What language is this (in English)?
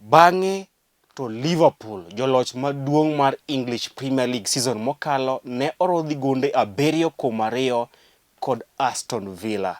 Luo (Kenya and Tanzania)